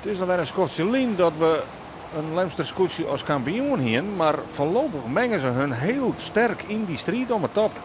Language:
Western Frisian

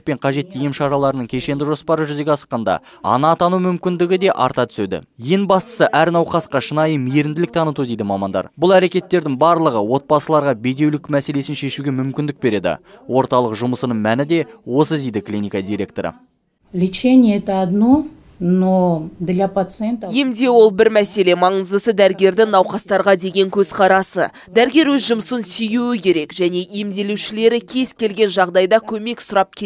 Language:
Kazakh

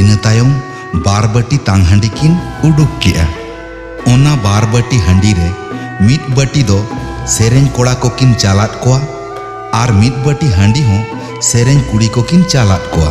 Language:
Santali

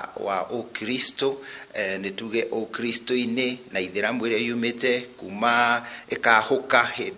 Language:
Kikuyu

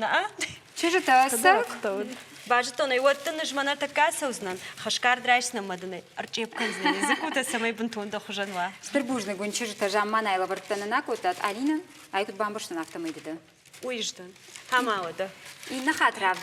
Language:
Ossetic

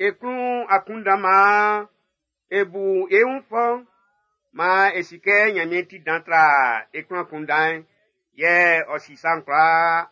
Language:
Baoulé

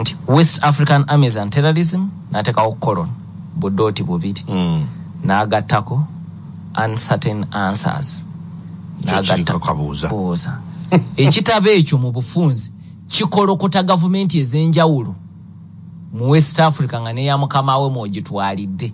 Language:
Ganda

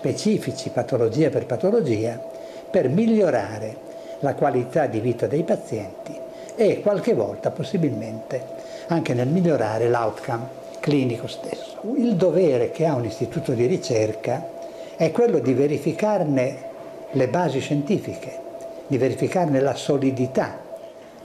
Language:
Italian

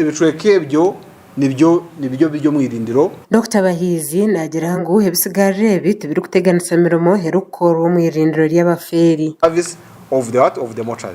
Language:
Nyankole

